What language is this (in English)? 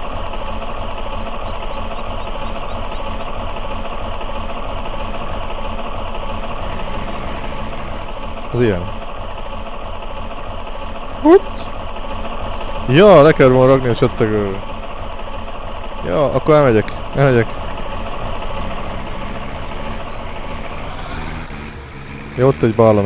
Hungarian